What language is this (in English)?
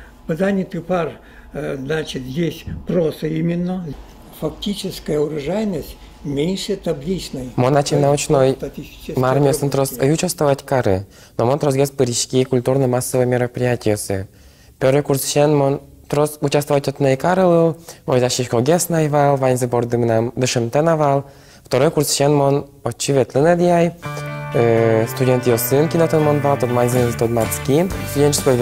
Udmurt